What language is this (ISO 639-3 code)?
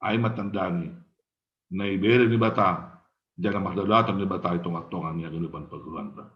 bts